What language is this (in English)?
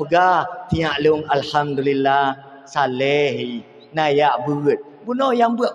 Achinese